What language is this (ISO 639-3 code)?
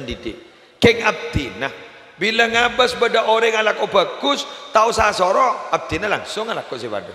mad